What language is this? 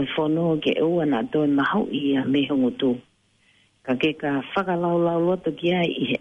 Tongan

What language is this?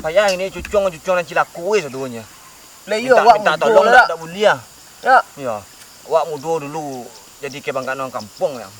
Minangkabau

